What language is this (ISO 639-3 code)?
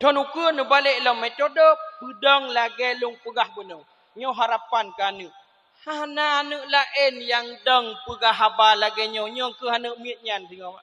ace